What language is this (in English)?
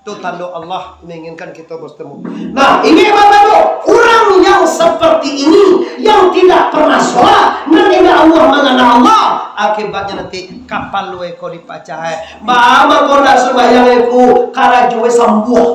Minangkabau